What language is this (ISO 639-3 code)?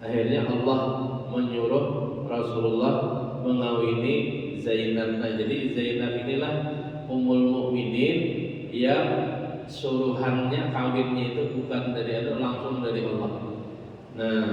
bjn